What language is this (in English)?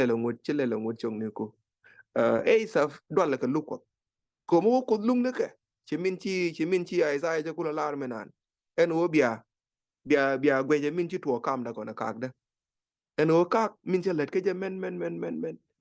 Nuer